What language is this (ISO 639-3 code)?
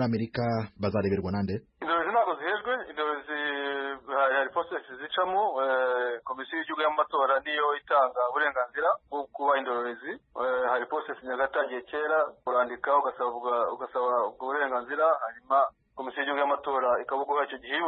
kin